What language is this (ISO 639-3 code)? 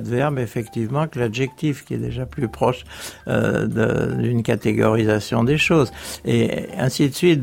fra